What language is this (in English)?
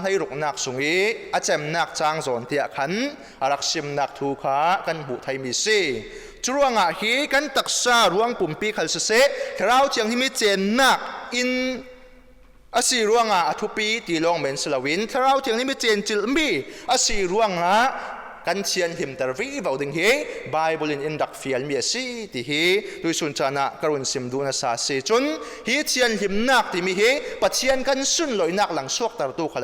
Falam Chin